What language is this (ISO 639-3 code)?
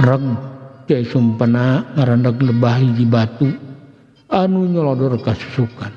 sun